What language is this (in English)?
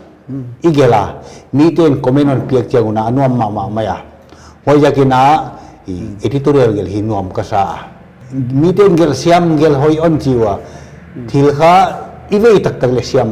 Paite Chin